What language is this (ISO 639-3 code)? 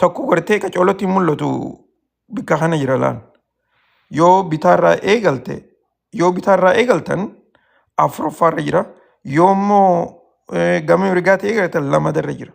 orm